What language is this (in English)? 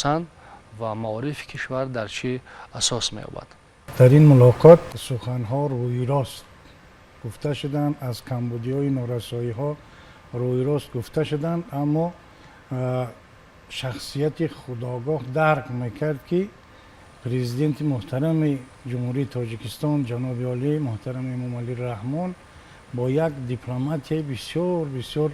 Tajik